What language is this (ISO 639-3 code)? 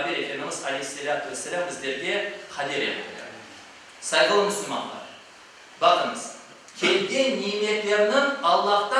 crh